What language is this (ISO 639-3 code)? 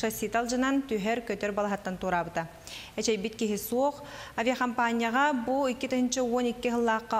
sah